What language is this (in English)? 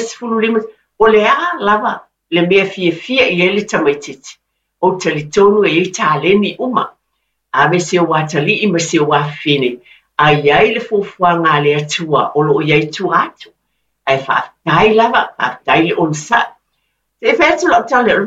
Samoan